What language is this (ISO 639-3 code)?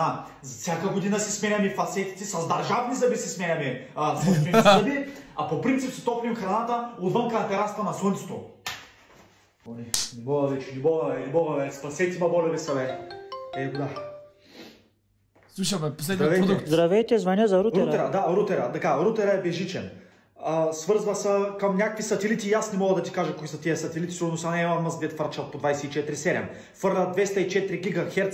bul